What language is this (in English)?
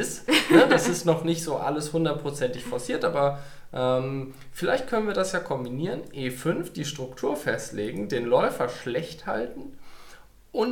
German